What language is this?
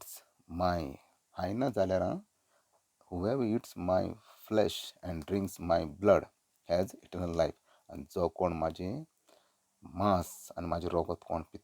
Konkani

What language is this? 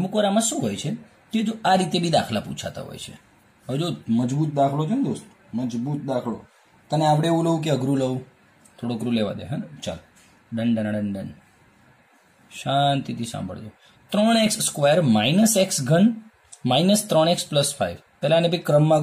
Gujarati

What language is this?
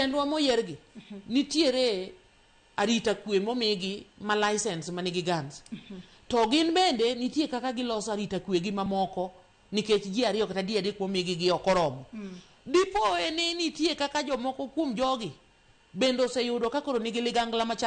Luo (Kenya and Tanzania)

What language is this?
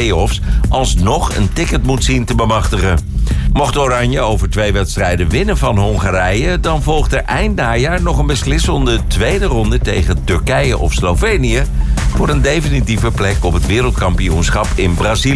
Dutch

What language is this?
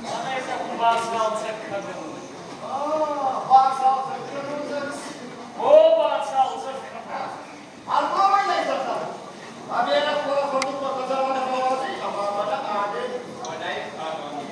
Ossetic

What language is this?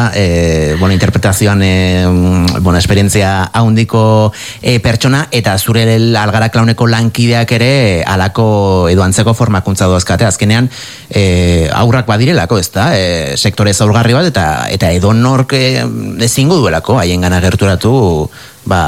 Basque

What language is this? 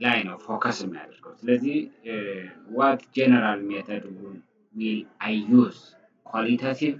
Amharic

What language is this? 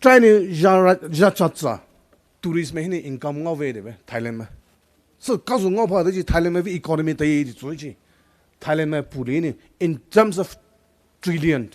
Poumei Naga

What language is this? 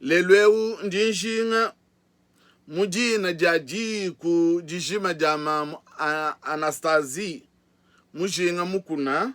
Luba-Lulua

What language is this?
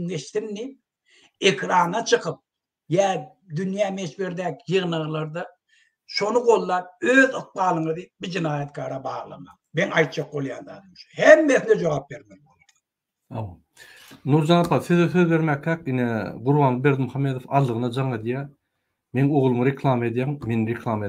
Turkmen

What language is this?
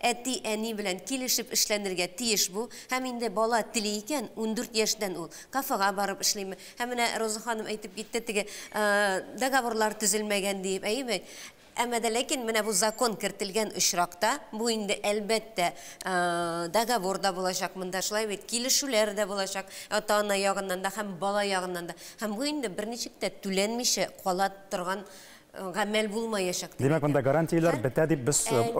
Tatar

